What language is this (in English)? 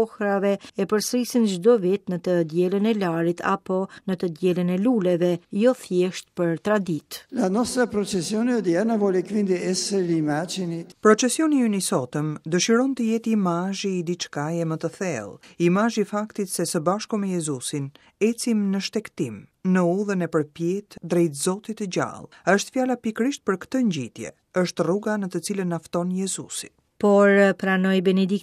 Albanian